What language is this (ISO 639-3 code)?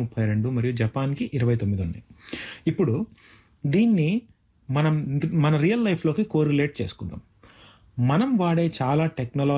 tel